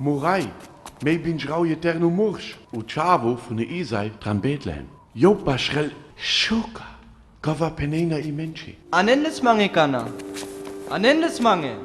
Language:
Sinte Romani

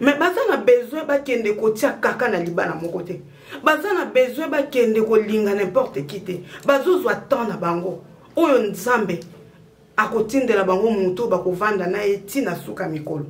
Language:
Lingala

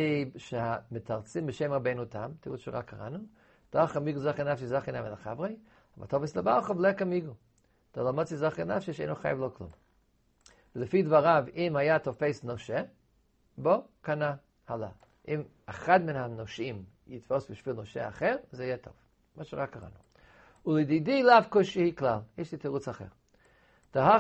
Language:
Hebrew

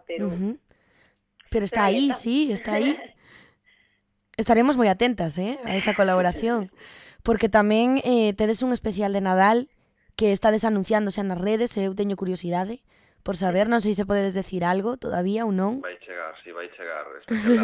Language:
Galician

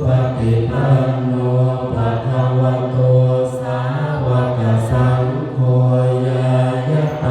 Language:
Pali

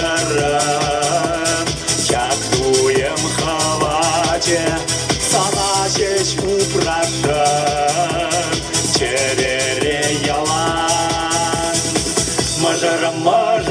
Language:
Chuvash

